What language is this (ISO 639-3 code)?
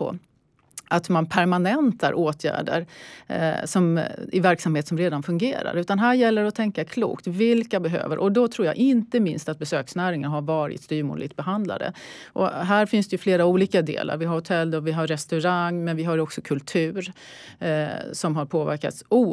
swe